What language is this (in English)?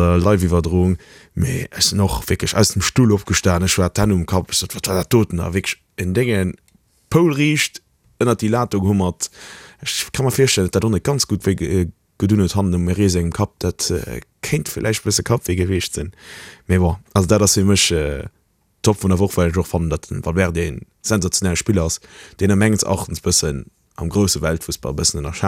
Luxembourgish